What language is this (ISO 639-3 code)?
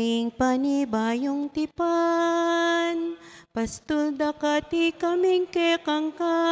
pam